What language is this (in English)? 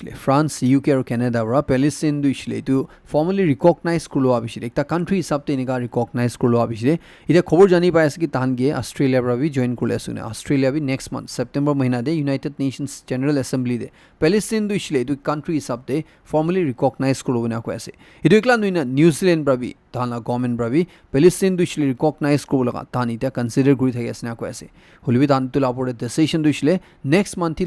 Naga Pidgin